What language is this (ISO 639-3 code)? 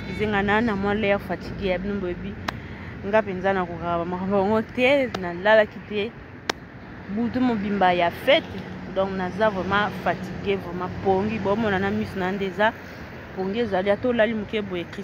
lin